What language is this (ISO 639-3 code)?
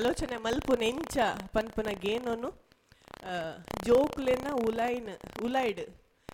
tcy